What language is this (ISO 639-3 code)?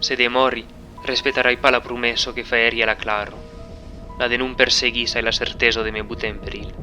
oci